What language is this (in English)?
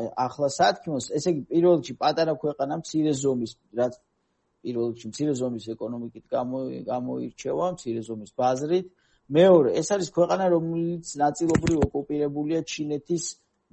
Georgian